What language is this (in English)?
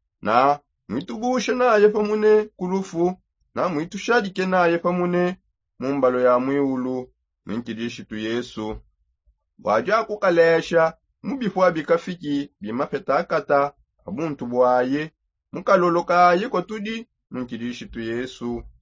Songe